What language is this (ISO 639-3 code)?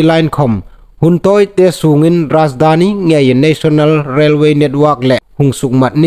hmr